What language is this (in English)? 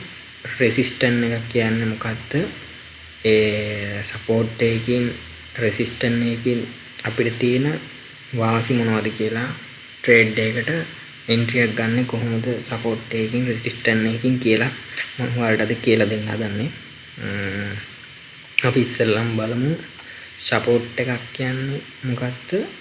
Sinhala